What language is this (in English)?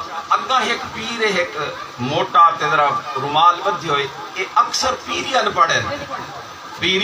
Saraiki